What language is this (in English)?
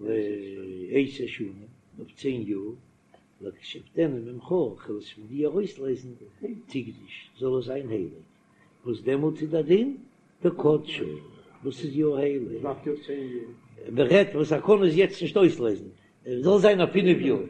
Yiddish